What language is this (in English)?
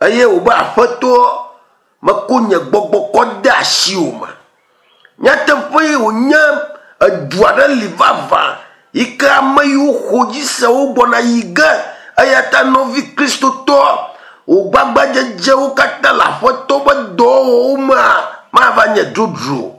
Ewe